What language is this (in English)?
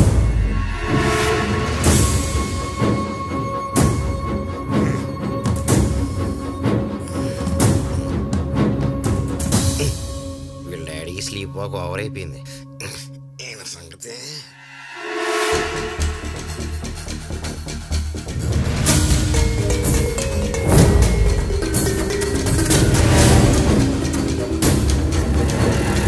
Telugu